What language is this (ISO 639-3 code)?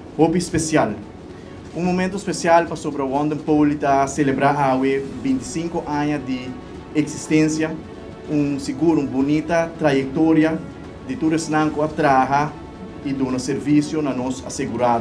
pap